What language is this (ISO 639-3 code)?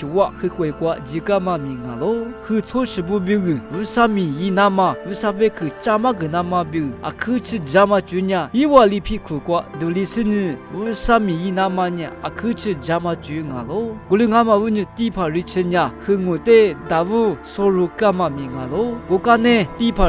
lis